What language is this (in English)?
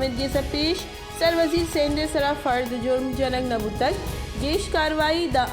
Baluchi